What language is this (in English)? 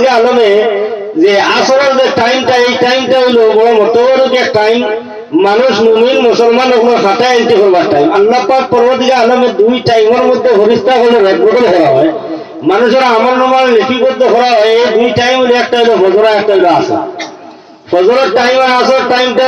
Sylheti